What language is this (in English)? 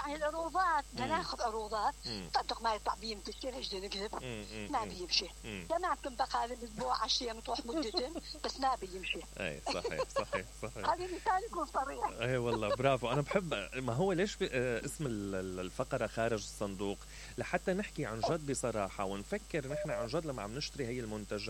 Mesopotamian Arabic